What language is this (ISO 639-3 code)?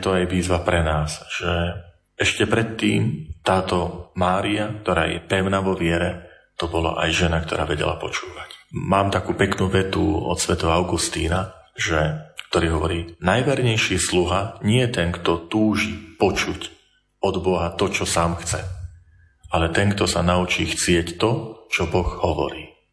slk